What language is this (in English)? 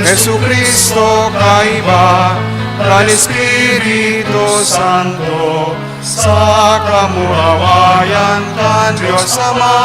Bikol